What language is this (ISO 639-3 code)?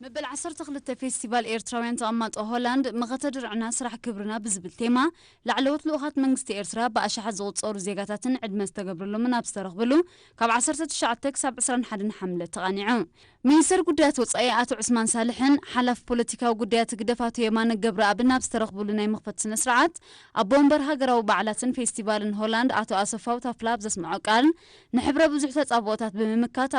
tir